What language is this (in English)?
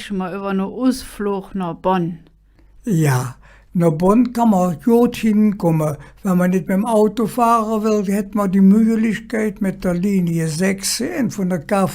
Colognian